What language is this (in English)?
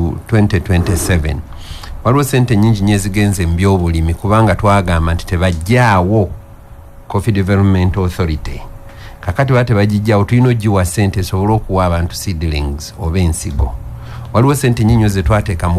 Ganda